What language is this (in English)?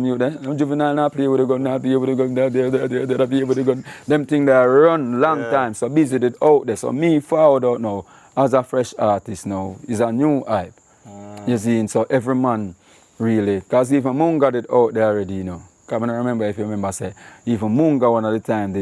Jamaican Creole English